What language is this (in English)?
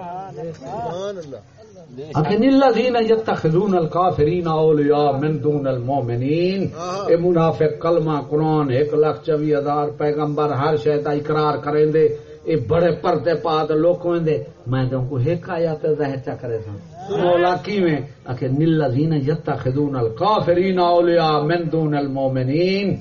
Saraiki